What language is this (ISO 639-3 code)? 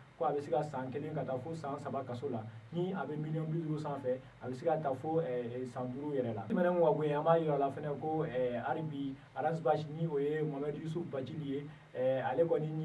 bam